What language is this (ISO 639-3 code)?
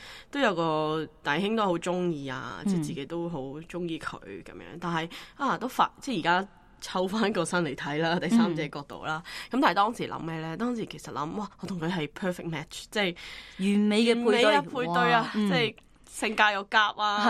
yue